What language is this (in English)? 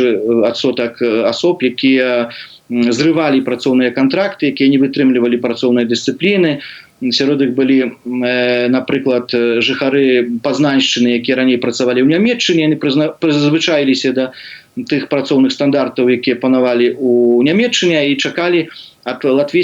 Belarusian